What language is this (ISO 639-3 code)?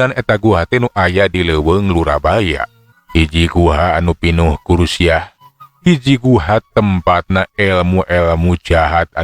sun